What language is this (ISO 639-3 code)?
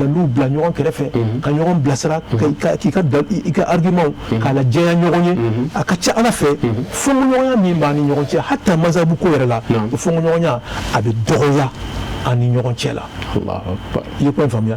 bam